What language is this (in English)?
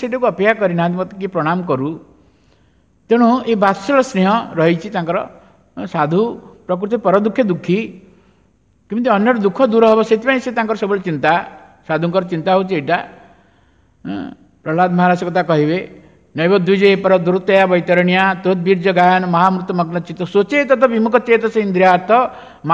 Odia